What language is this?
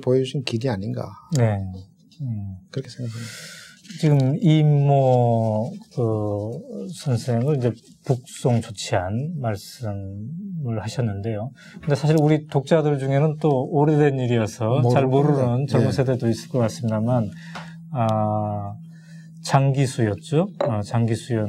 Korean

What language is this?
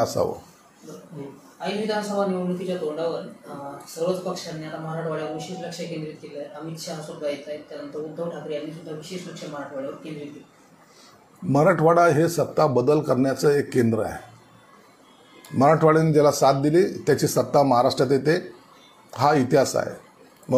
Marathi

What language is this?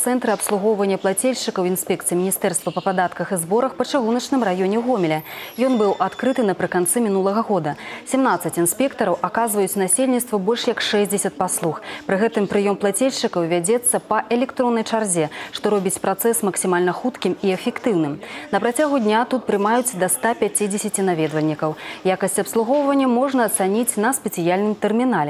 Belarusian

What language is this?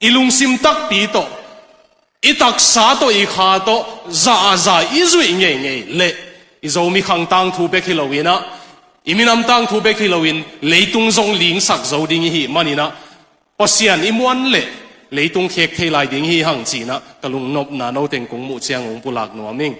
Tedim Chin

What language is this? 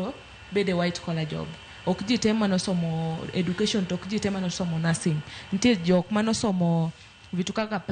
Luo (Kenya and Tanzania)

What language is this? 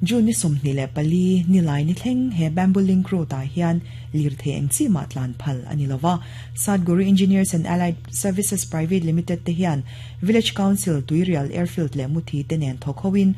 Mizo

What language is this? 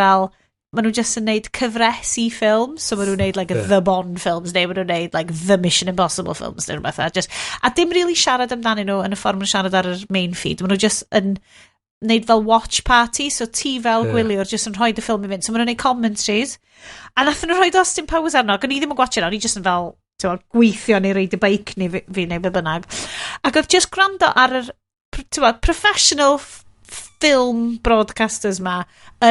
Welsh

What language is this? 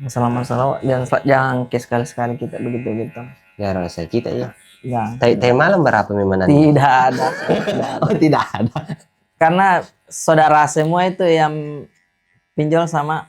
Makassar Malay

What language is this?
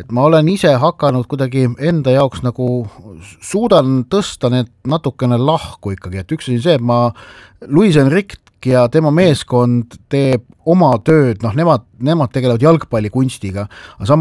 Estonian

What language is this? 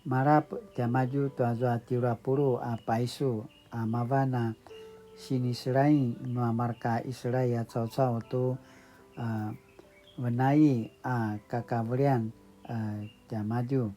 Paiwan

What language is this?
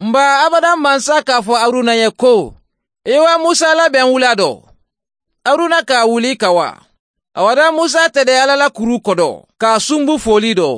Bambara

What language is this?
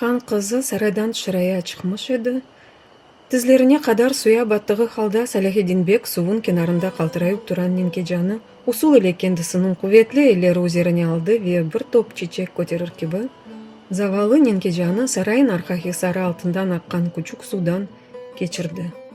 Crimean Tatar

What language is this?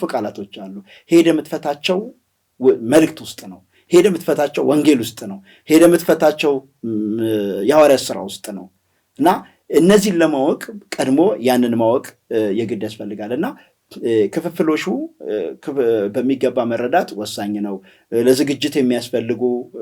Amharic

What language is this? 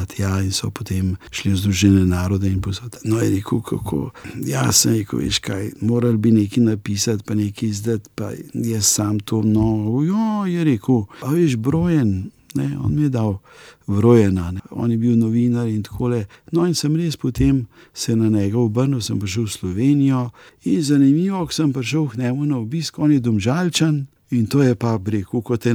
Slovenian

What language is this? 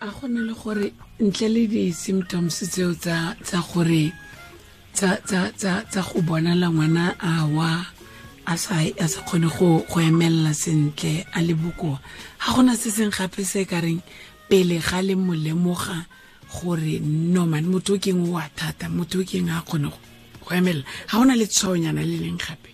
Tswana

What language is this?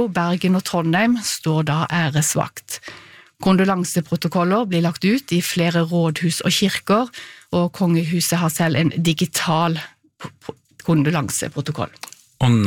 Norwegian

